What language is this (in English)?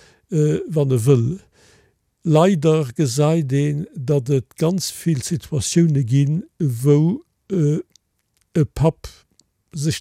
Luxembourgish